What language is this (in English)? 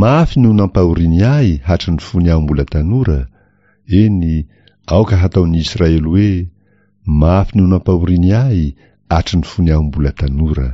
Malagasy